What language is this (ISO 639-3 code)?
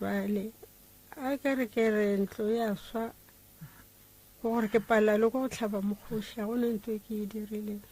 nso